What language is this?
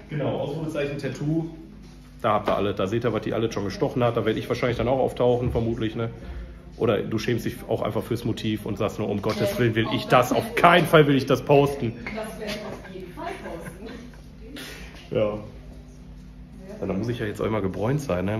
German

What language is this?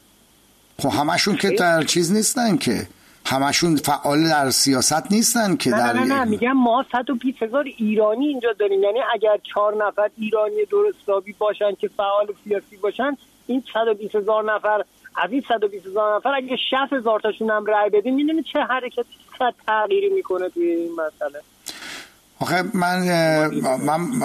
Persian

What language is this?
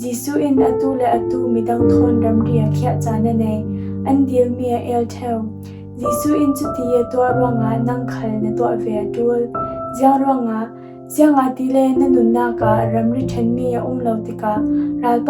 Falam Chin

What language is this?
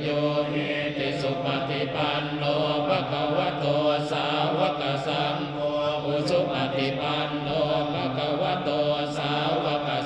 Pali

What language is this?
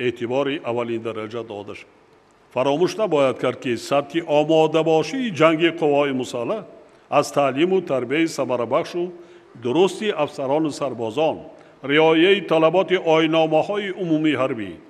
Tajik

